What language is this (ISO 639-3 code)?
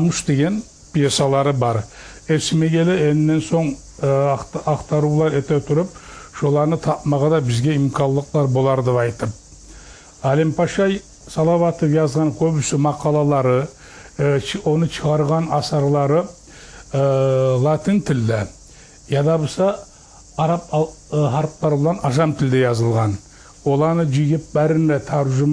kum